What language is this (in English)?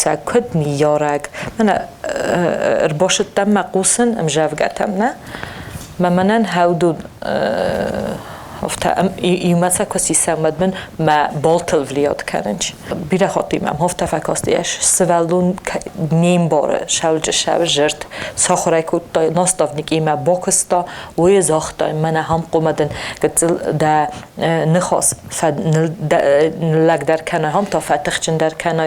Ossetic